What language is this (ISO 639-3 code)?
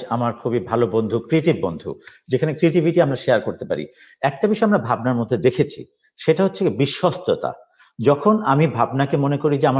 ben